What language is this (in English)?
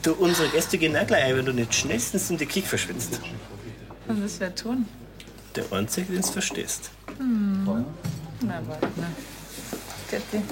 Bavarian